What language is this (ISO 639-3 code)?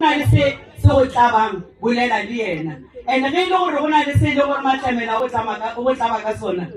nso